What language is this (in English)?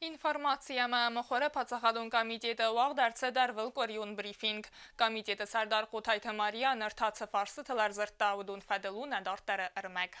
Ossetic